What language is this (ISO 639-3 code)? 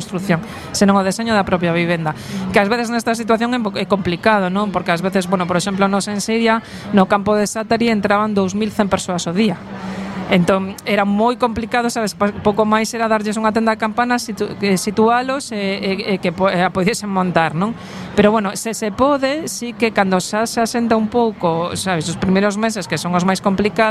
glg